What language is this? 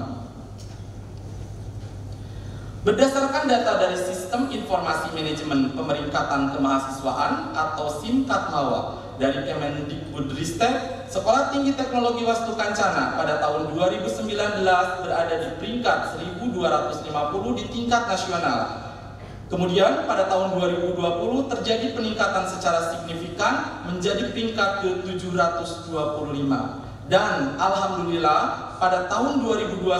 Indonesian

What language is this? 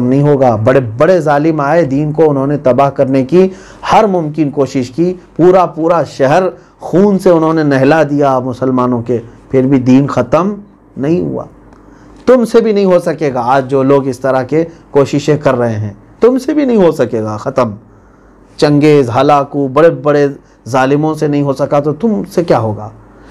Urdu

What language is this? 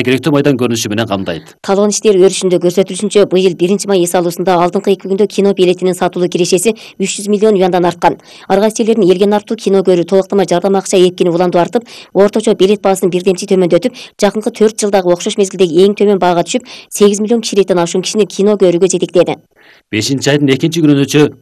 Kyrgyz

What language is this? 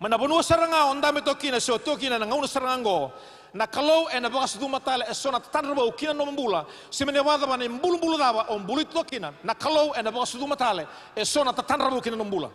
Fijian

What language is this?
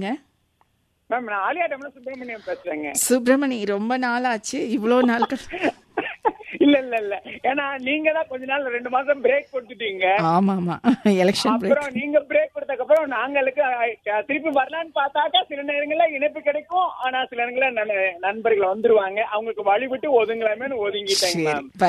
Tamil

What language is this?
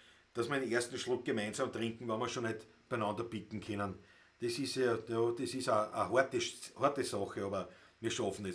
Bavarian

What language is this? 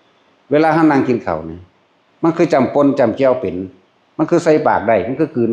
Northeastern Thai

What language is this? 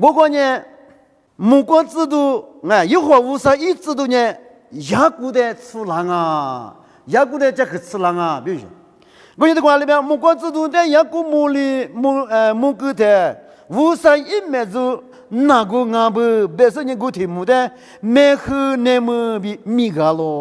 Lisu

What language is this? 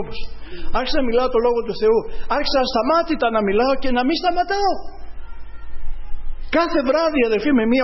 Greek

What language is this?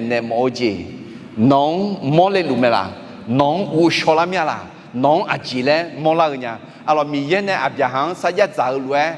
Akha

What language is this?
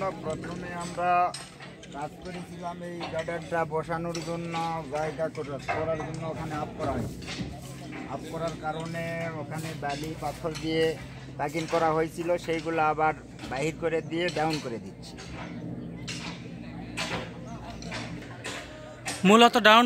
Bangla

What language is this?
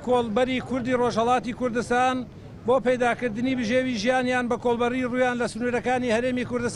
Central Kurdish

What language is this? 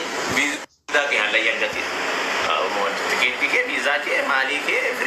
Oromo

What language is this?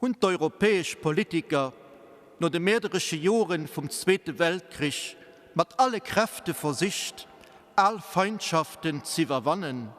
Luxembourgish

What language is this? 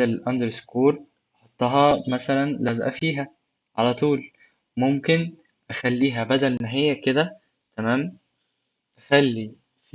Egyptian Arabic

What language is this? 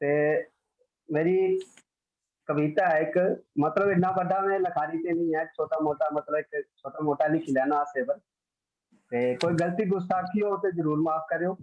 Dogri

